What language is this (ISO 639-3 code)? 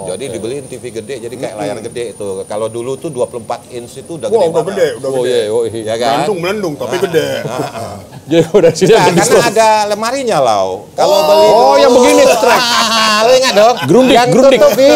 ind